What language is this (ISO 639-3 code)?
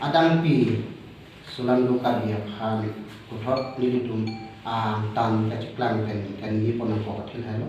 mjw